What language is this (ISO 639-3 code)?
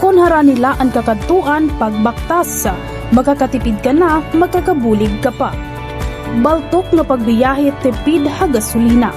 war